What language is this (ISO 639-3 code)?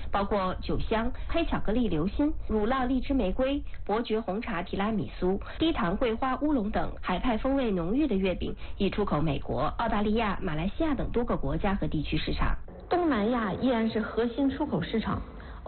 zho